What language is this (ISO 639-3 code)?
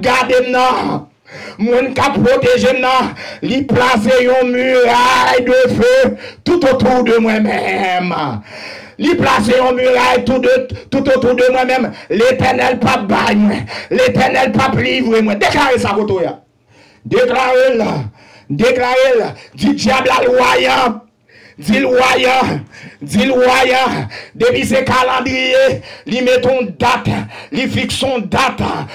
hat